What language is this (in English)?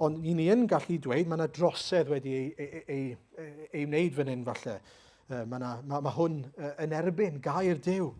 Welsh